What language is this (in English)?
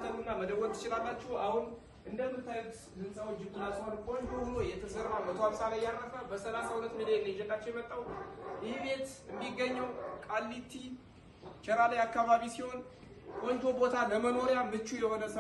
Amharic